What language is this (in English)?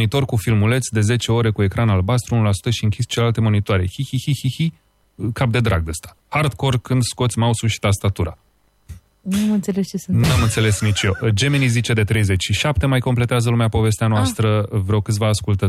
Romanian